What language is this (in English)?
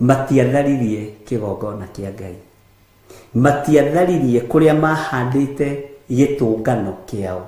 Kikuyu